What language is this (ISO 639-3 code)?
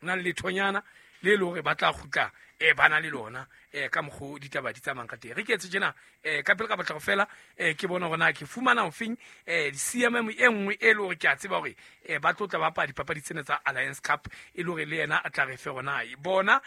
sot